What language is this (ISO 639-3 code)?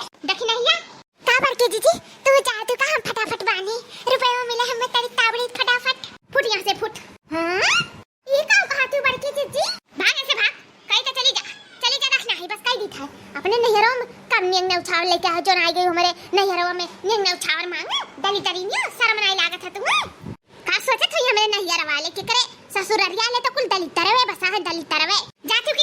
awa